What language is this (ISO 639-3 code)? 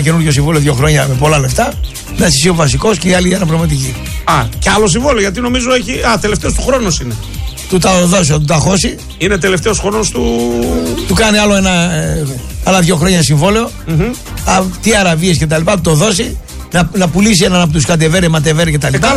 ell